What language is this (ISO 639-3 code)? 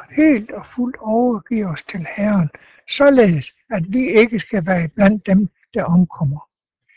dan